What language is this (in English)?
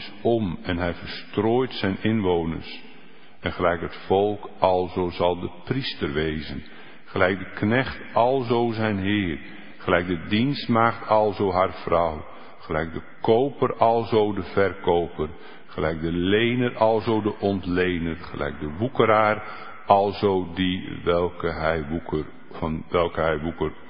Dutch